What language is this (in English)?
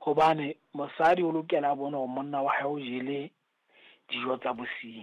Southern Sotho